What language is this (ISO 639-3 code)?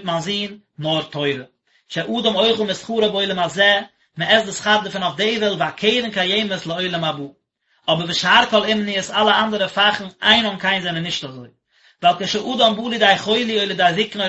yid